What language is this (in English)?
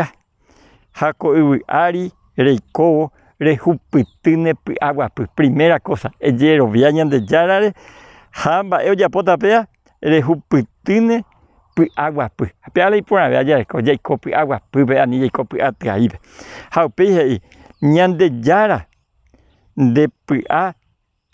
Guarani